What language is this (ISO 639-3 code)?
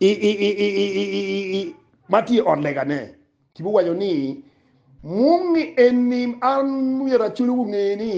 ach